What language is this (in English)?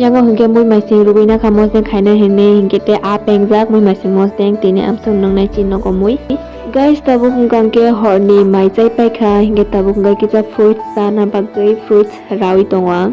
Kok Borok